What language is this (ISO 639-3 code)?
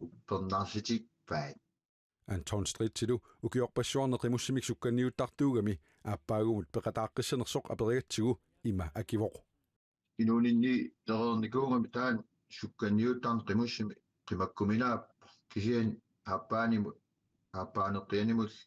kal